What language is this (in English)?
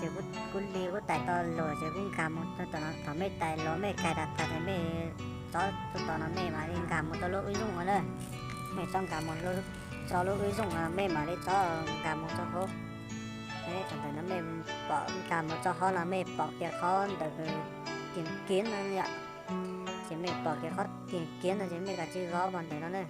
Hmong